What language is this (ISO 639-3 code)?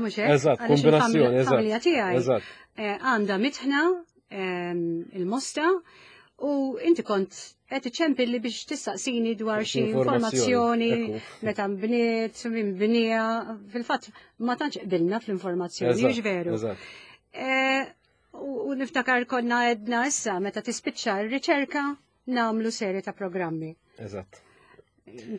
mlt